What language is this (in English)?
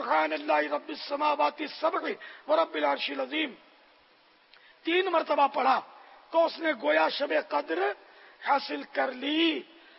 Urdu